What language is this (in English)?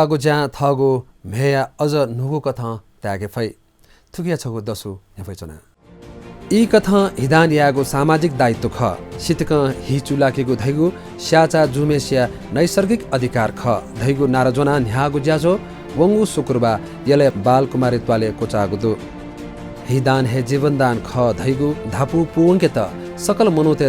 Newari